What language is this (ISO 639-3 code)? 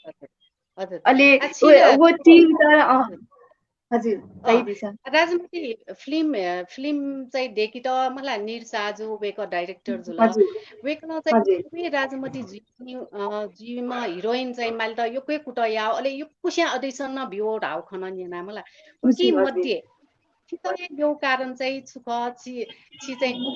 new